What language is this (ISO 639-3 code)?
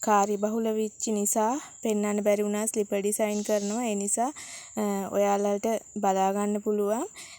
sin